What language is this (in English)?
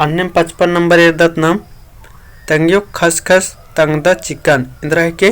Kurukh